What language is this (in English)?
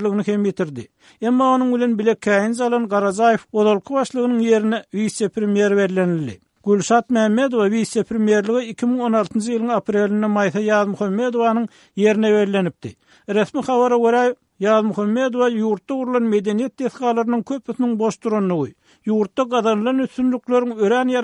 Turkmen